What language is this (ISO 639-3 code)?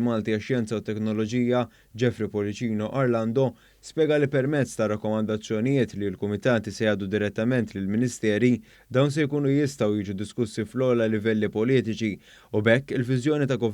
mlt